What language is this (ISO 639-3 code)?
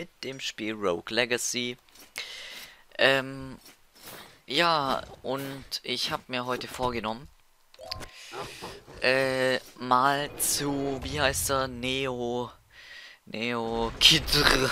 deu